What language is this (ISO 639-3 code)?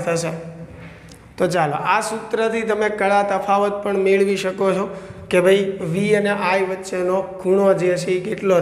guj